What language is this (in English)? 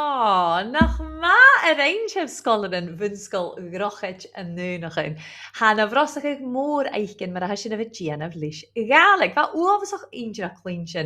Scottish Gaelic